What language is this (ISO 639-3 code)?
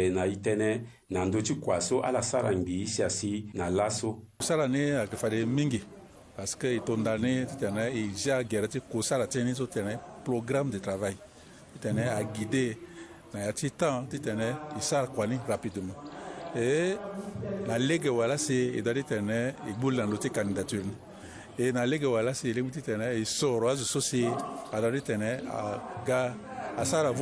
sag